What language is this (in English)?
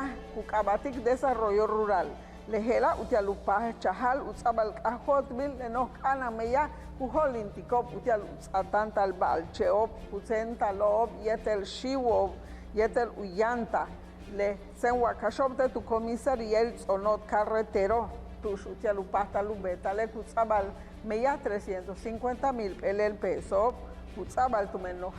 Yucateco